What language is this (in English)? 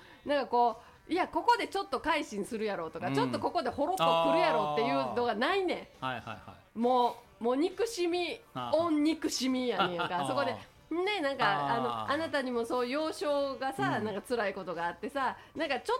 Japanese